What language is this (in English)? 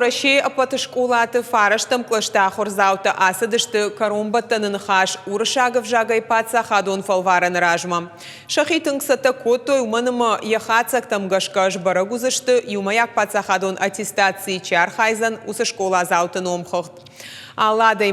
Ossetic